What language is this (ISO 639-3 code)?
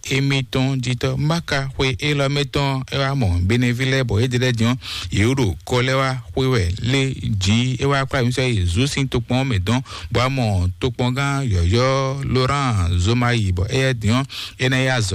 fon